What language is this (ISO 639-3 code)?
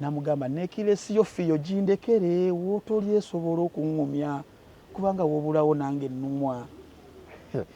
lug